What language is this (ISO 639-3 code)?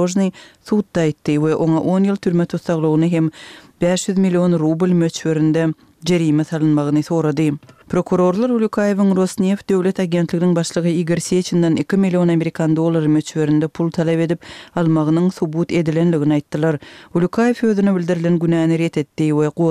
kir